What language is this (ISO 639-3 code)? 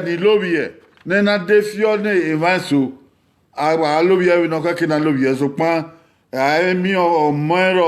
bin